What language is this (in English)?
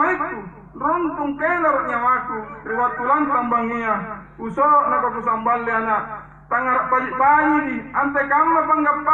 Makasar